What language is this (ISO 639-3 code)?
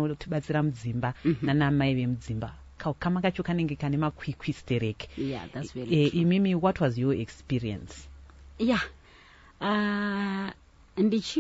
sna